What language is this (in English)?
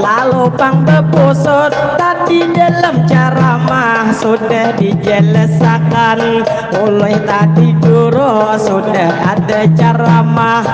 Banjar